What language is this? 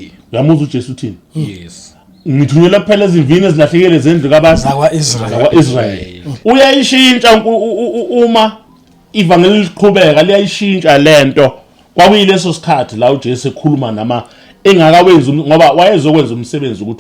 Zulu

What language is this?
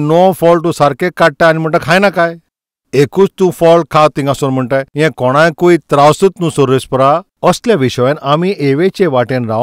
Konkani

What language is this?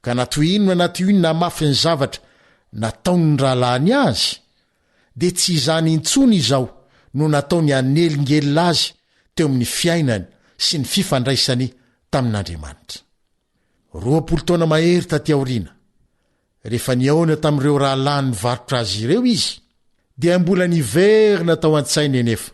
Malagasy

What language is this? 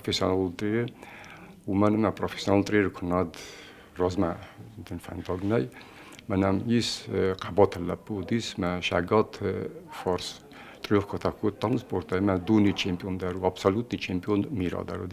Ossetic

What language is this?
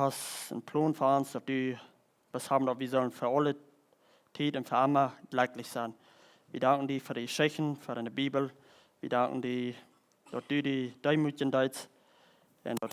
Plautdietsch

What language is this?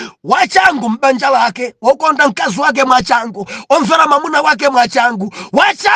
Nyanja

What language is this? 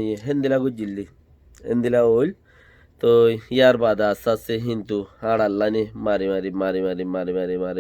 Rohingya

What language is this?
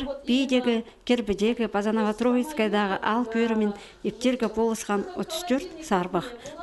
Khakas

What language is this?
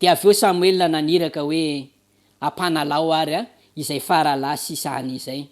Malagasy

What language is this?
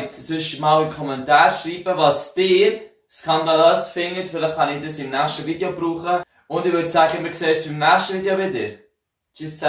Swiss German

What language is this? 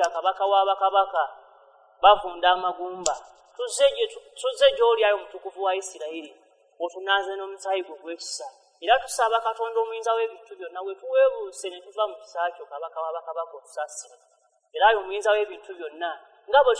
Ganda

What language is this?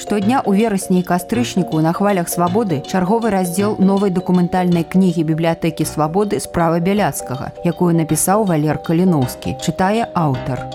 Belarusian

